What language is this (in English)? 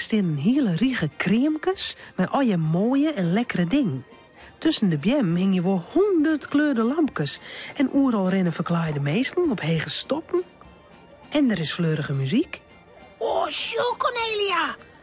Western Frisian